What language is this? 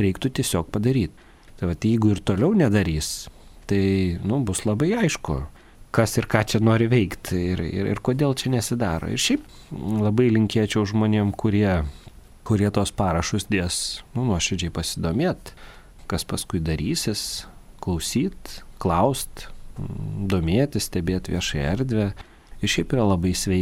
Lithuanian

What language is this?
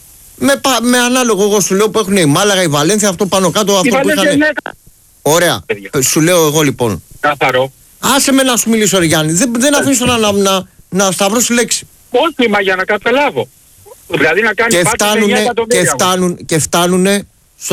Greek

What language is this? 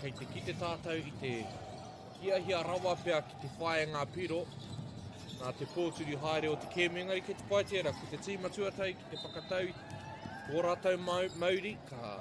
Māori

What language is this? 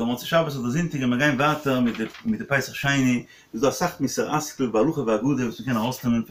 Yiddish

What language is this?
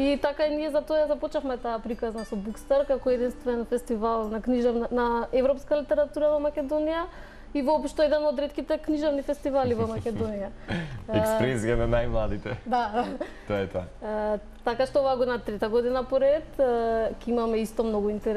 Macedonian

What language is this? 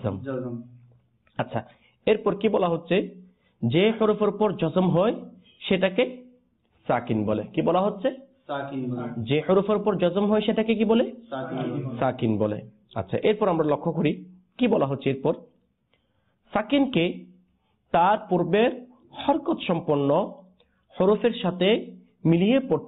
Bangla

